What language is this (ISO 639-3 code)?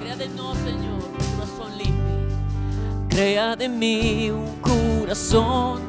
pap